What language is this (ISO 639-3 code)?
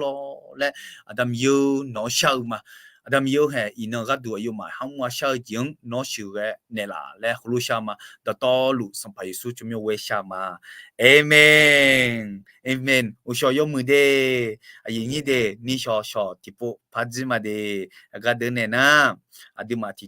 ahk